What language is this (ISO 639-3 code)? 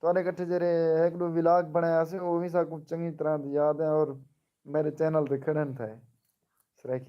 skr